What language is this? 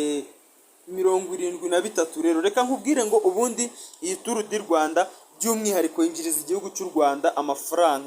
Kinyarwanda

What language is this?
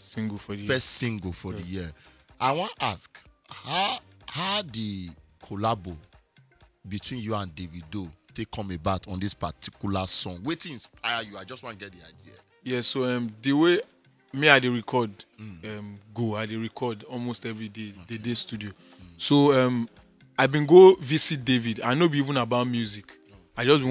Nigerian Pidgin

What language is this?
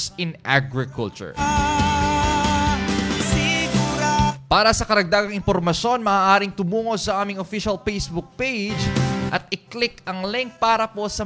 Filipino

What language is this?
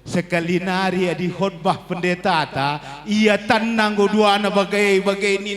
Batak Karo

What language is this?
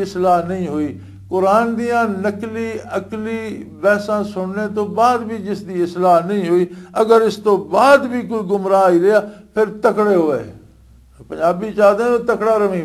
Western Panjabi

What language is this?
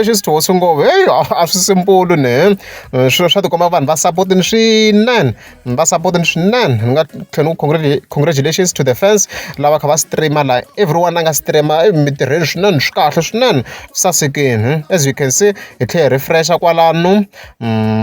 Tsonga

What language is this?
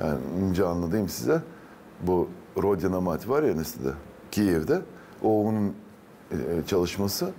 Gagauz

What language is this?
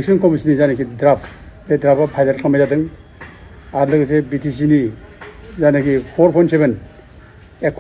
Bodo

